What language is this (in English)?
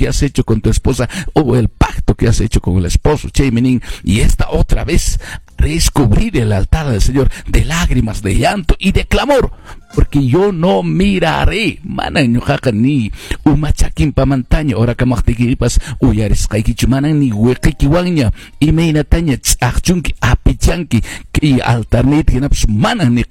Quechua